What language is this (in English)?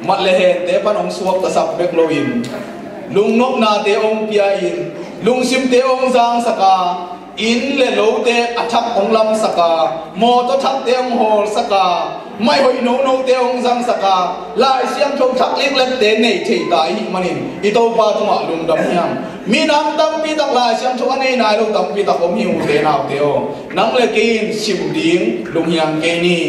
Tedim Chin